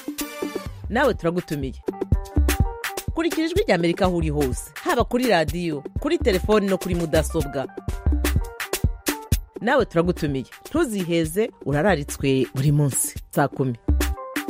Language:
Kinyarwanda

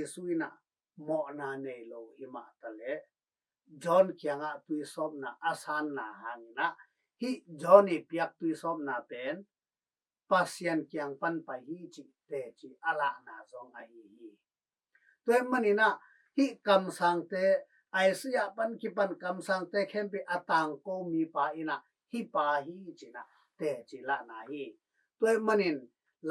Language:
Tedim Chin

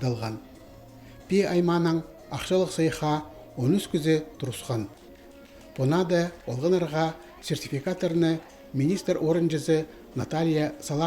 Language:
Khakas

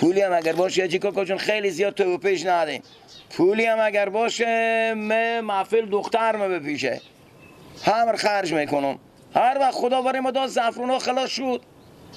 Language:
Persian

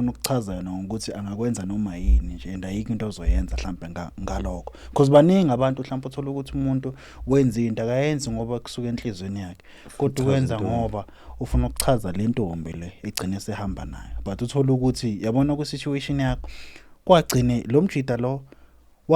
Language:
Zulu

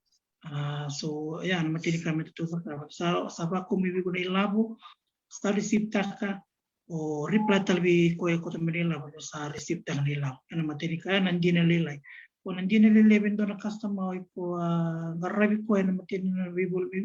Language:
Fijian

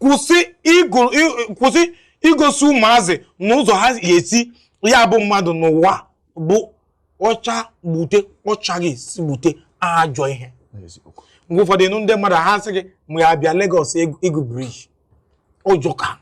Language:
Igbo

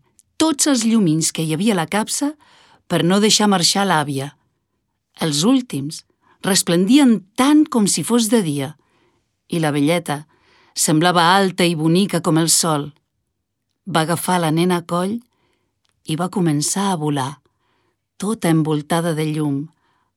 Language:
Catalan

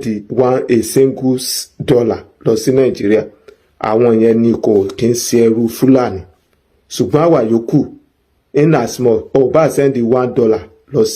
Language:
Yoruba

